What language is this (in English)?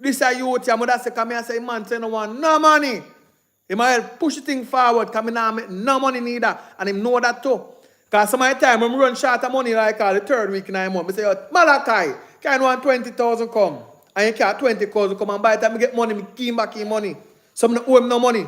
Jamaican Creole English